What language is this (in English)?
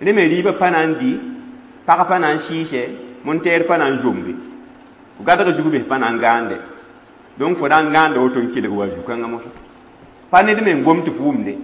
Mossi